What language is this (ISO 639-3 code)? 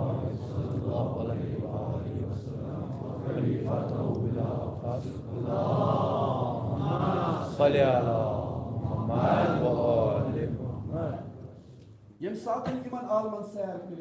kas